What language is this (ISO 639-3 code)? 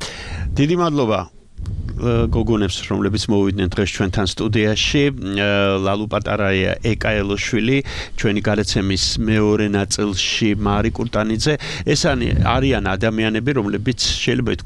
kat